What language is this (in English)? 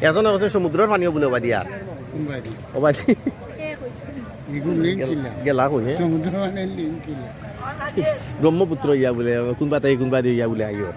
Sylheti